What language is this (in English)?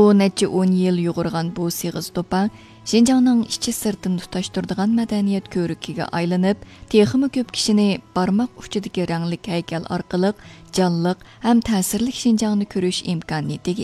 Uyghur